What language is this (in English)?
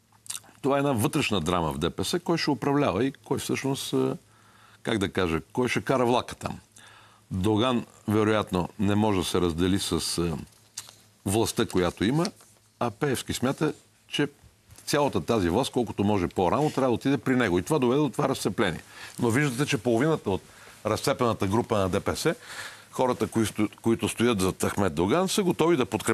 Bulgarian